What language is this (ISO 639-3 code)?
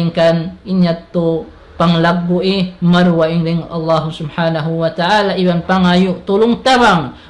tsg